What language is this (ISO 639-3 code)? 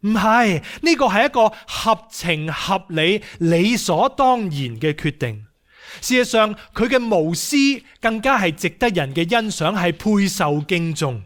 yue